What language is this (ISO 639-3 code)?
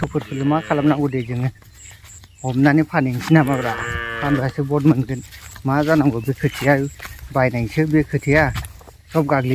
brx